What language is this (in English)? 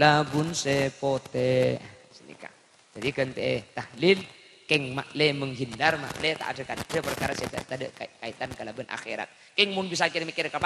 Madurese